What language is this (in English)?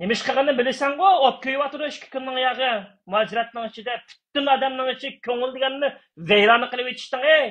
Uyghur